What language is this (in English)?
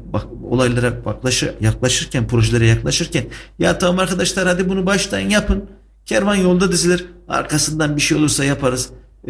Turkish